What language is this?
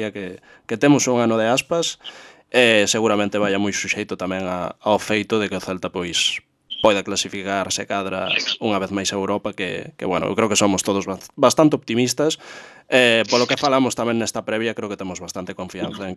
Galician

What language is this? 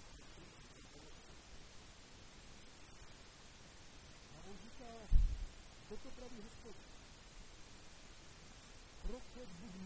Czech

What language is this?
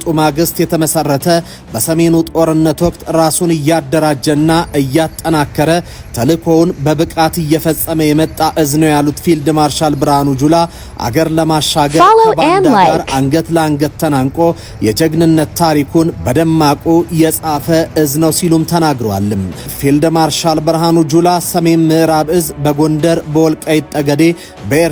Amharic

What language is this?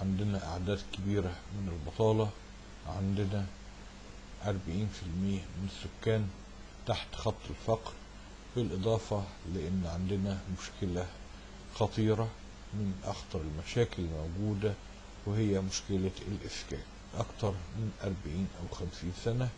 Egyptian Arabic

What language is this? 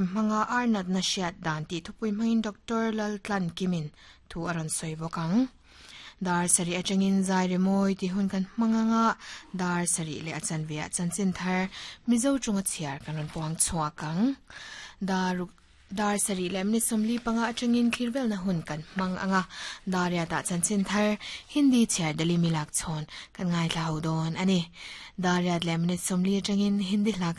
Mizo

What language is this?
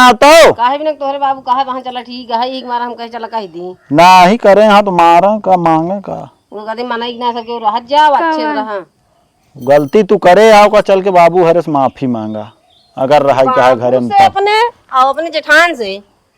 Awadhi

